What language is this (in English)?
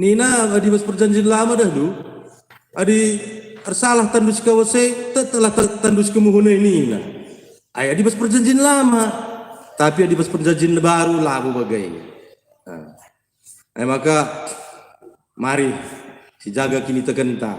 Batak Karo